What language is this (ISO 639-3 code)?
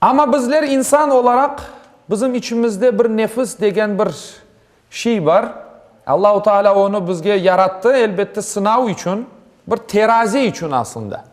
crh